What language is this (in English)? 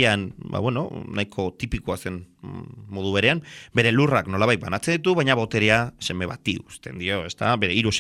Basque